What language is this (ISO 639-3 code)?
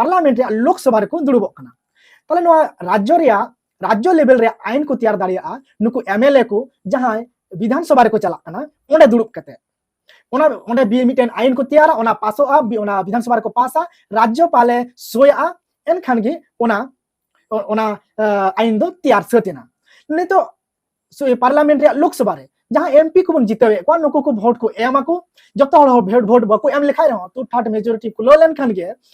sat